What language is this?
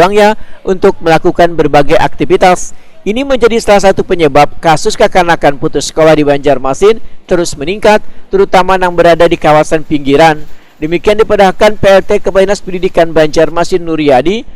Banjar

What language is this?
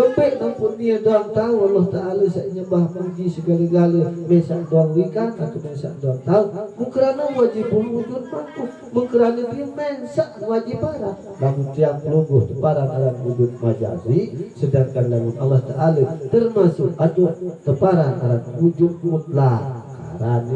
Sasak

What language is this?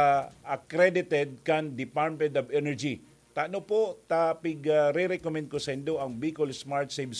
Bikol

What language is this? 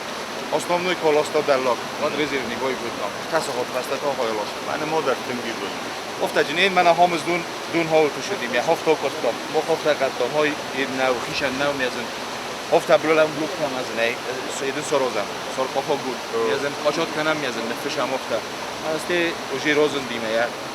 Ossetic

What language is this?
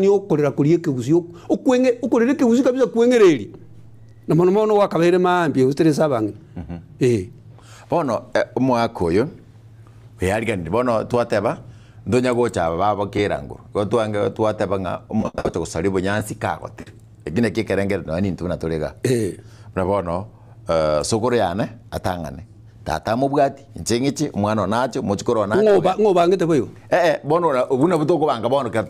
Gusii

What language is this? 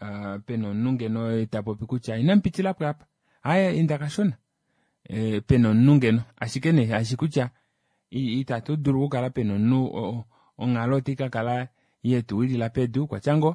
Kuanyama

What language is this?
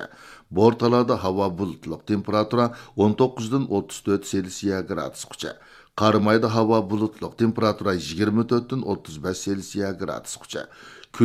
Uyghur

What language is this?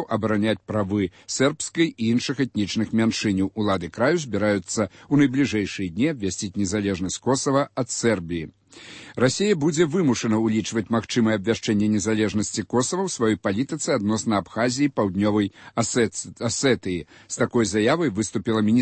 Belarusian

